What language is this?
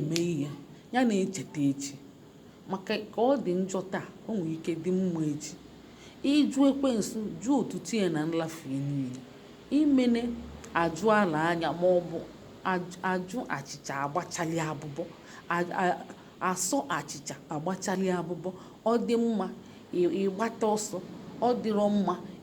Igbo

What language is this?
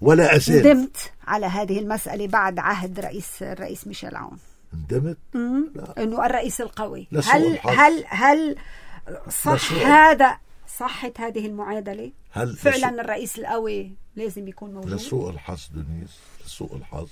North Levantine Arabic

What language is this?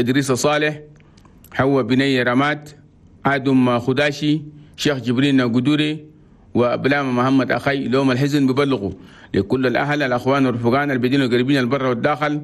Chadian Arabic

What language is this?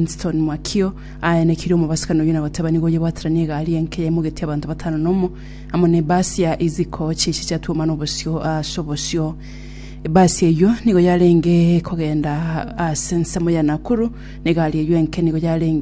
Gusii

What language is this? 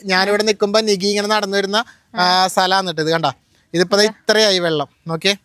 Malayalam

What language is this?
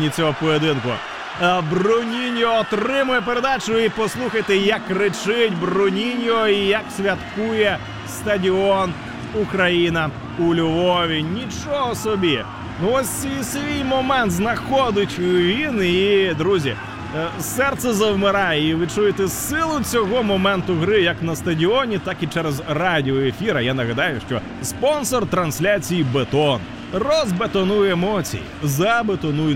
Ukrainian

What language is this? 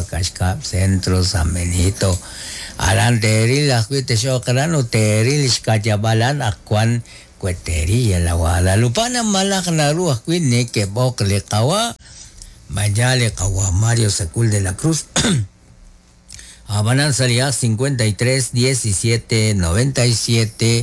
Kekchí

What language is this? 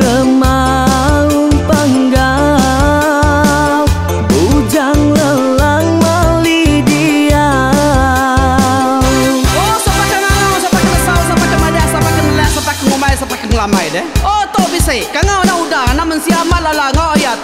Iban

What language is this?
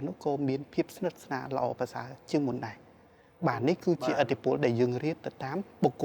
Khmer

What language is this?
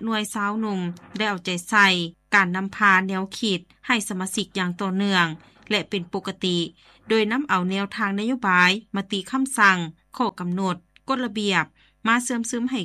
Lao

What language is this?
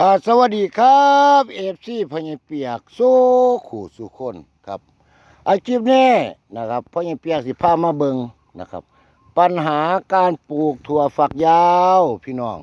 Northeastern Thai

